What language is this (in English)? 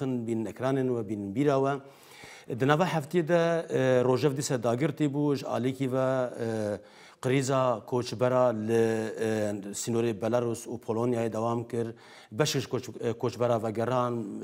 Kurdish